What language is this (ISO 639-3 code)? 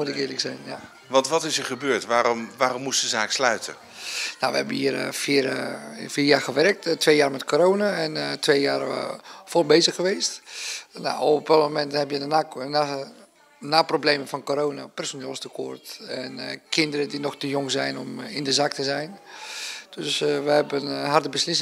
nld